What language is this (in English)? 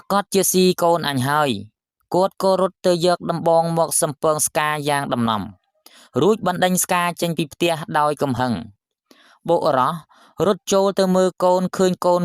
Khmer